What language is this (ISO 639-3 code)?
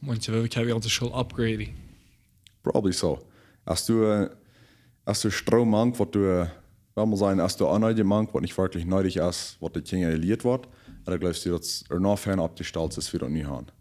pdt